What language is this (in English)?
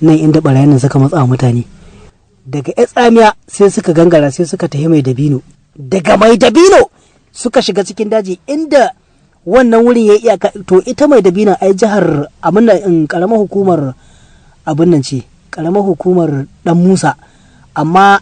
Hausa